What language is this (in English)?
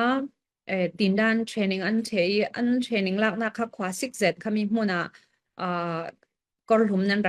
Falam Chin